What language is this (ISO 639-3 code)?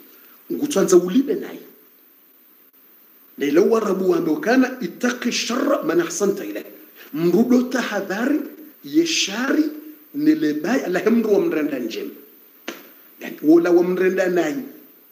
swa